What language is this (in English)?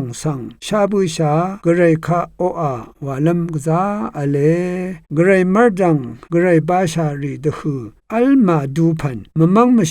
Rawang